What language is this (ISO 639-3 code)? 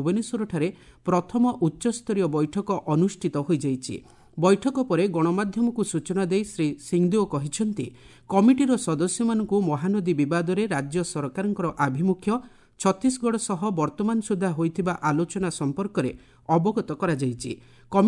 ori